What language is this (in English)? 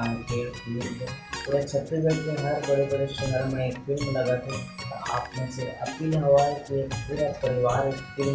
Chhattisgarhi